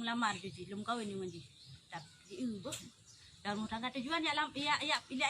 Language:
Achinese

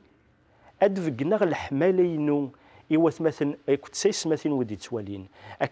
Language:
Kabyle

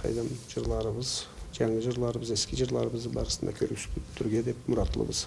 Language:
Karachay-Balkar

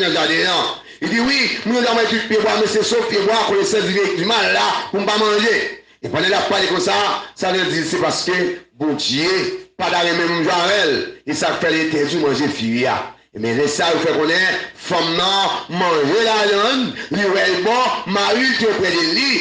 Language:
Haitian Creole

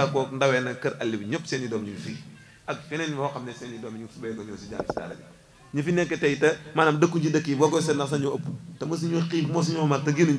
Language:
Wolof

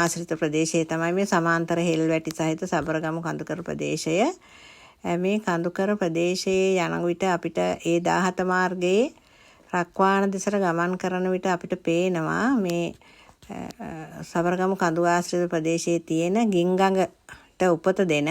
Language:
Sinhala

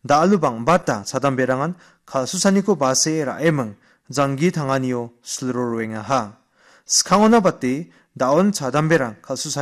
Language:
Garo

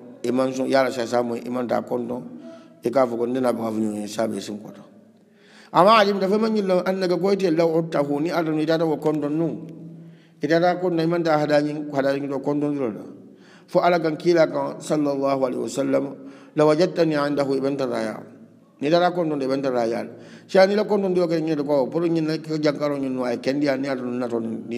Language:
Hausa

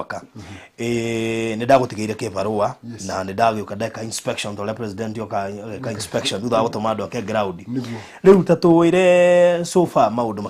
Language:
Kikuyu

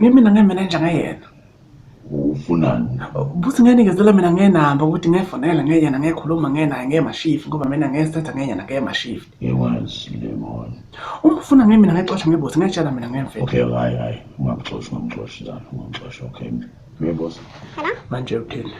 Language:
Zulu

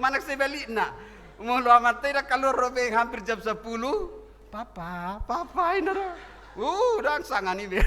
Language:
Batak Toba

